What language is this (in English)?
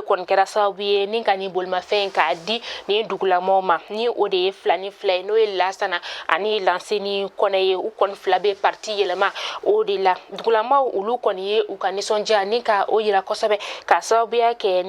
Bambara